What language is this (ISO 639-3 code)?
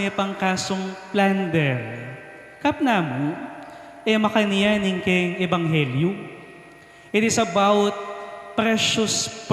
pam